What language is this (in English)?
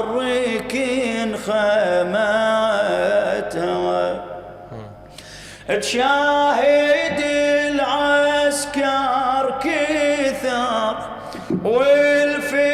Mesopotamian Arabic